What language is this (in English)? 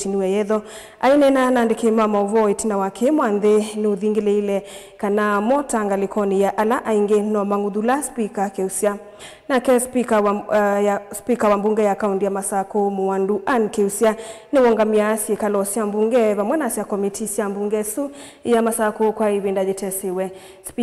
Kamba